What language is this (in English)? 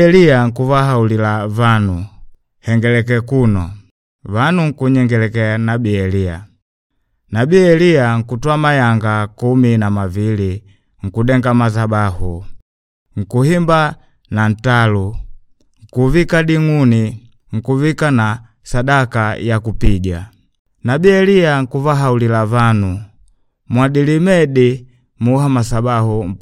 Makonde